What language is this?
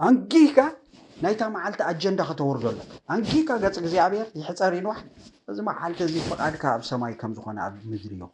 Tigrinya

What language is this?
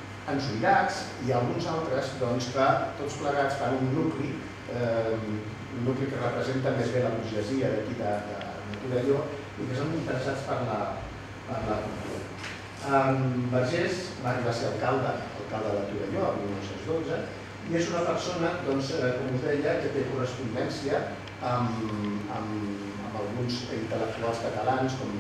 Catalan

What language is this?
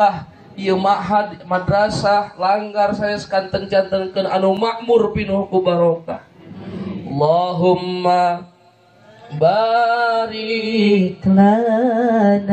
Sundanese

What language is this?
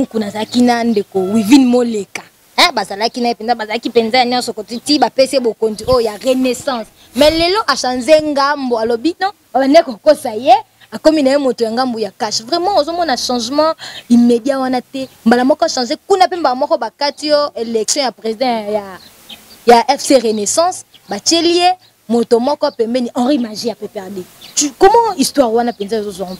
Lingala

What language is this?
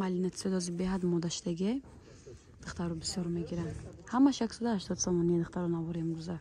Tajik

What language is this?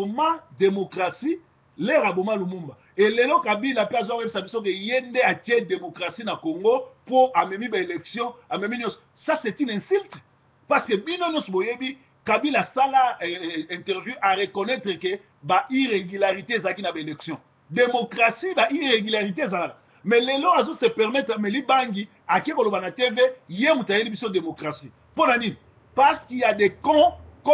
Lingala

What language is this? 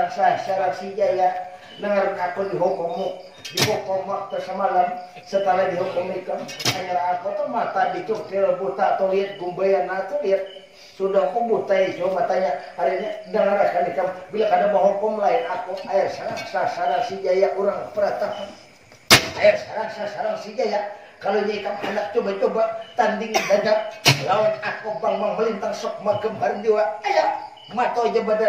Banjar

